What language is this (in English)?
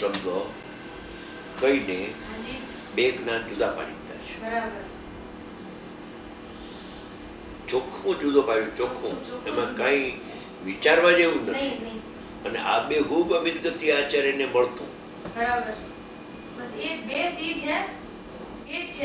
Gujarati